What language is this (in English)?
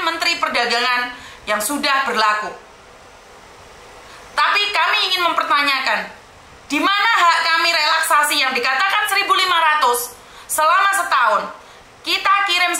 Indonesian